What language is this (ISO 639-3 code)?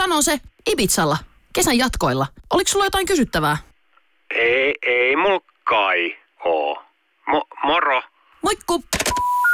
fin